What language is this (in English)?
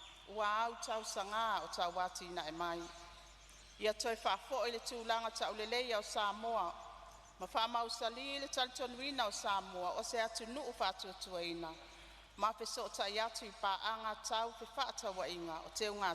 Samoan